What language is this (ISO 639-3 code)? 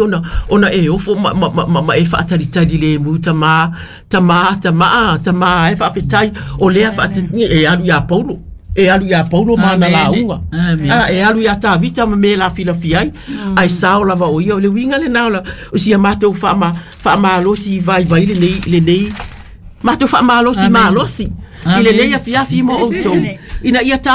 smo